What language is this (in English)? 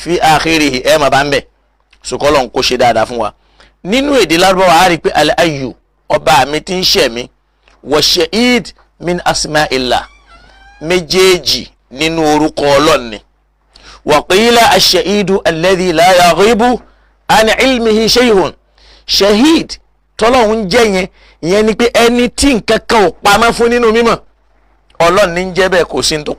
Yoruba